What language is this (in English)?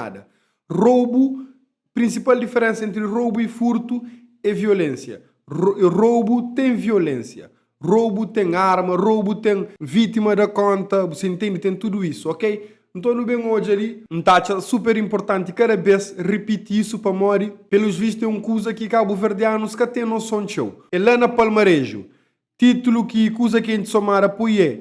Kabuverdianu